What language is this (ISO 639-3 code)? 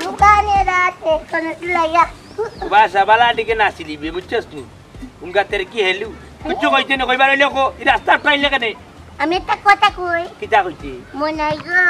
syl